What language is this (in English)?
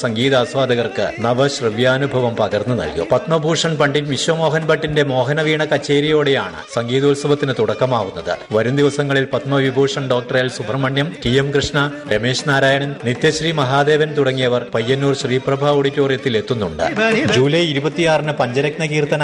Malayalam